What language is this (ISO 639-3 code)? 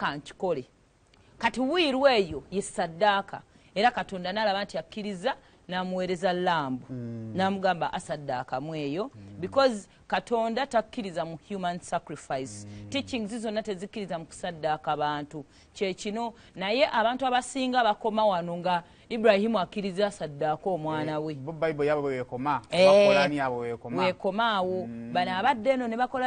lug